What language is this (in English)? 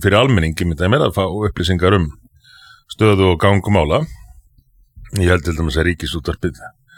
Icelandic